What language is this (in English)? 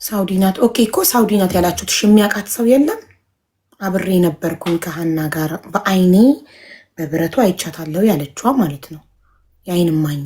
Amharic